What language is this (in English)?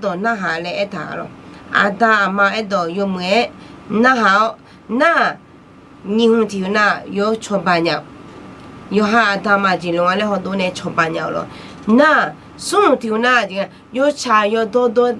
Akha